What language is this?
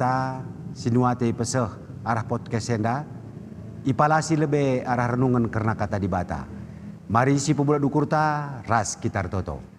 Batak Karo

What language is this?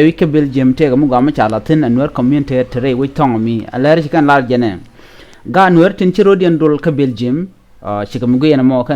Nuer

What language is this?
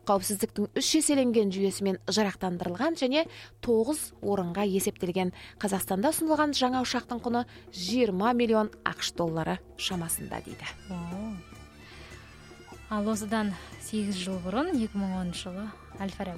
Kazakh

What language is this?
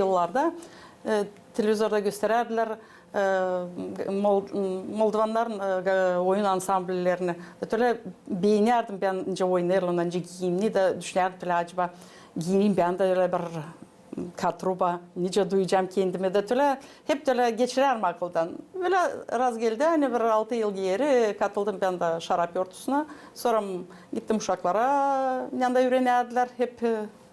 Gagauz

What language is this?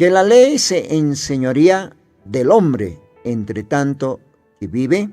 Aymara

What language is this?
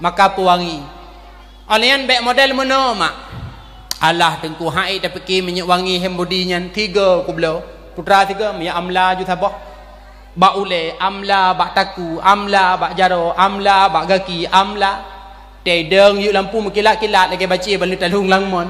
Achinese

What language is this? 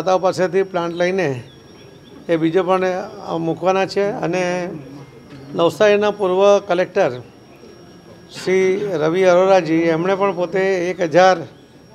Gujarati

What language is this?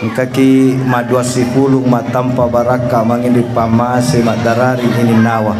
Buginese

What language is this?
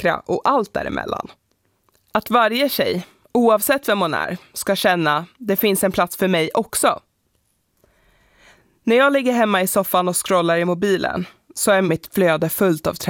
Swedish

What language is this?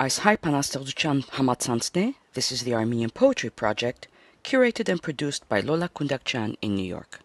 Armenian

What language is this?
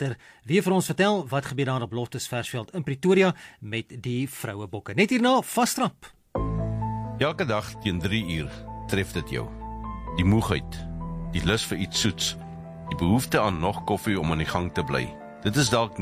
Afrikaans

